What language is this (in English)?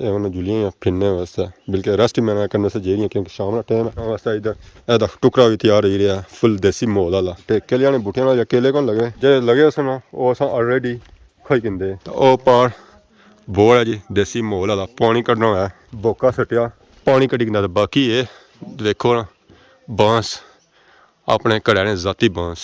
Pahari-Potwari